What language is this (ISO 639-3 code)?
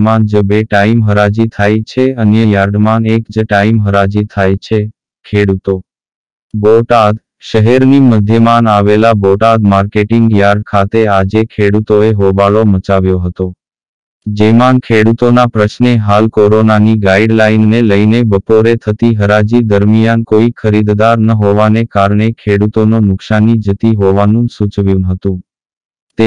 guj